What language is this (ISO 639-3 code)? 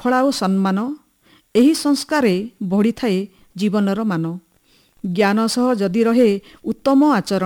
ori